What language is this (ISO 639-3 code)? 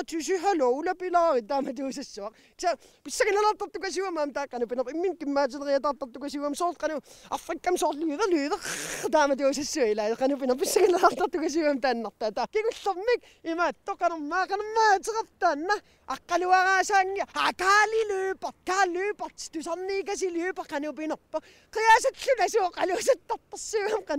kal